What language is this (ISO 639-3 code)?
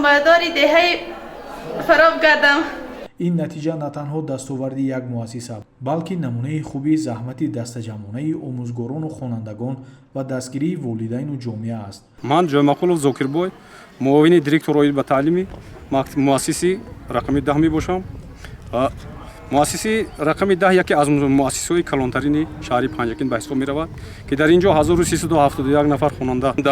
tgk